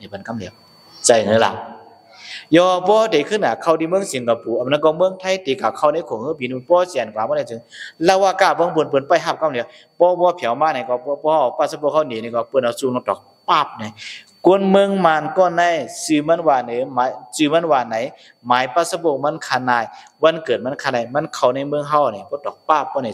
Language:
Shan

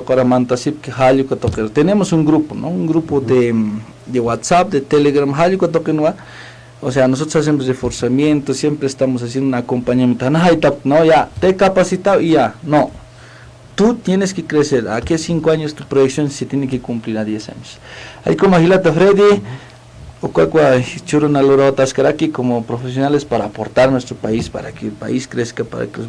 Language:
Aymara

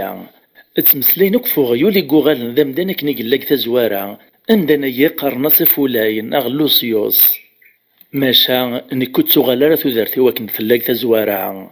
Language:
Kabyle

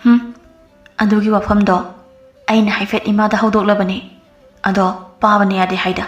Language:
Manipuri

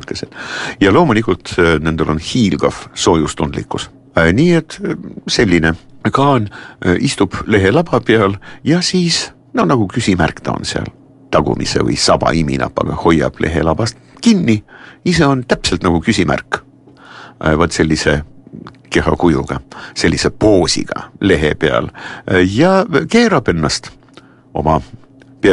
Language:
Estonian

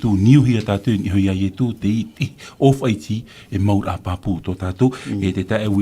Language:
Tahitian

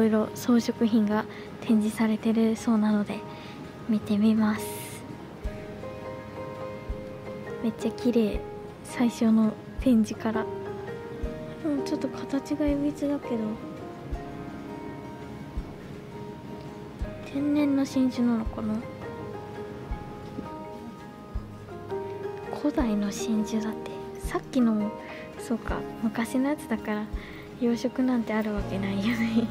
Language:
Japanese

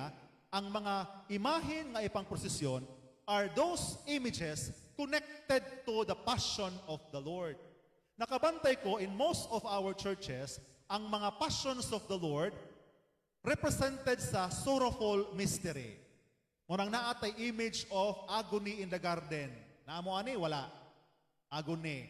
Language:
Cebuano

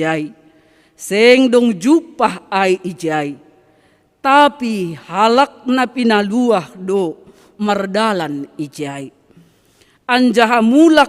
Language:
Batak Simalungun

